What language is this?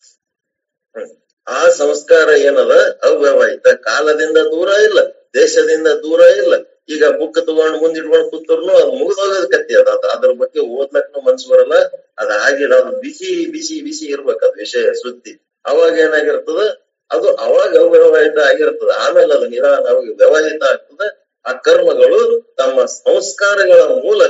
Kannada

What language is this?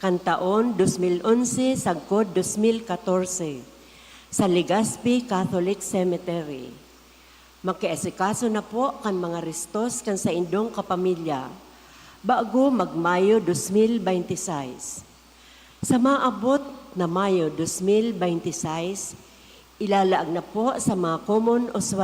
Bikol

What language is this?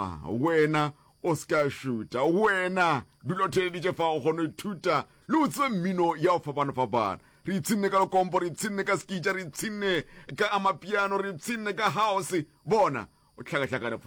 Northern Sotho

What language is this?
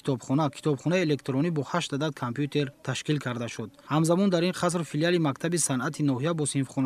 Tajik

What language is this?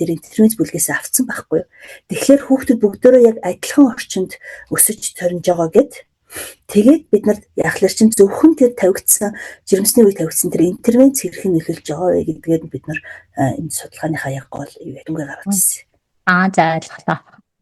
Mongolian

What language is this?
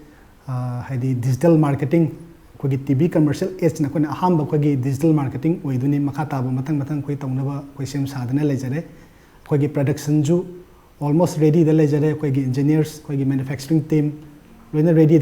Manipuri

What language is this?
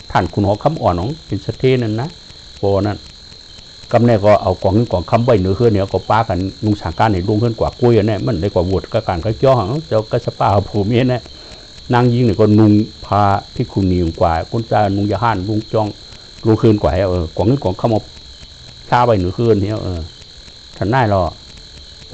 Shan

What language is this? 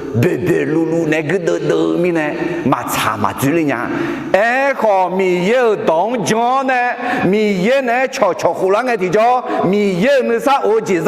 Akha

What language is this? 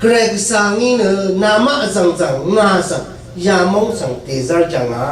Rawang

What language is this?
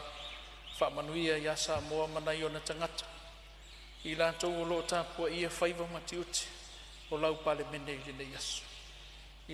Samoan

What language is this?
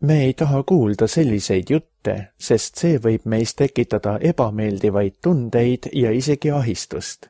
Estonian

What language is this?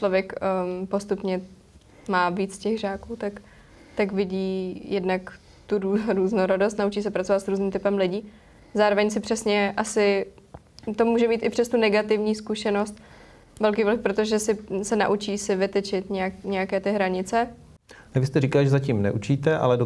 Czech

